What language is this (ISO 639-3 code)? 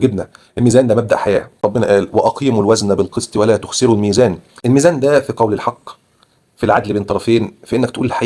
arz